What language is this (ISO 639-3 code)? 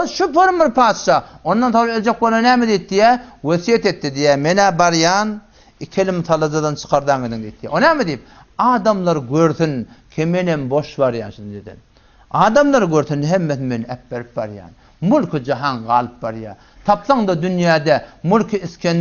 tuk